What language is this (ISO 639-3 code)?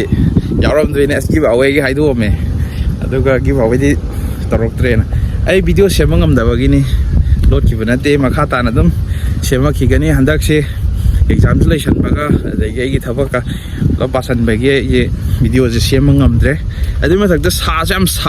mni